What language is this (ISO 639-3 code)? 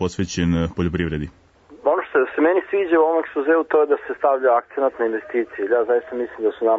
srp